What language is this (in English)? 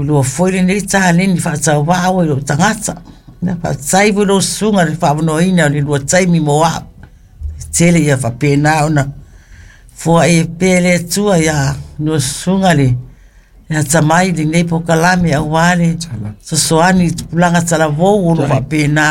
Samoan